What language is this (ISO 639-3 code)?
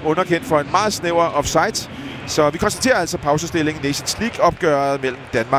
dan